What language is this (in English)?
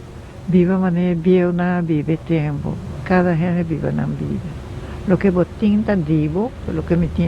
Papiamento